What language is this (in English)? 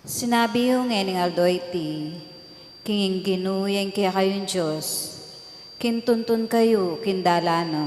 Pampanga